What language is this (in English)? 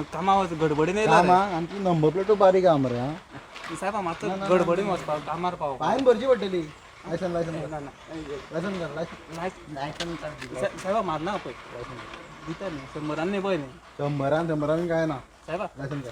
Konkani